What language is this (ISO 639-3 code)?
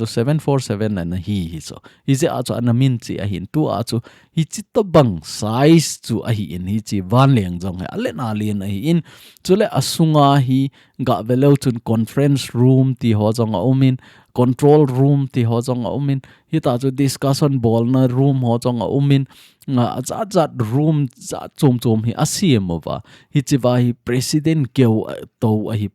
tcz